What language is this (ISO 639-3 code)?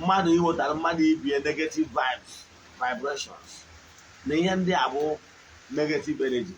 ibo